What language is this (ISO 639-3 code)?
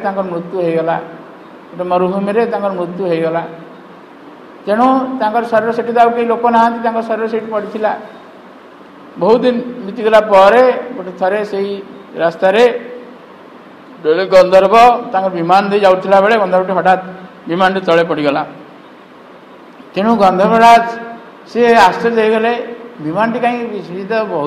ori